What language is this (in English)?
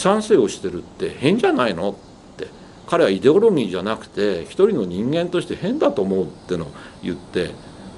Japanese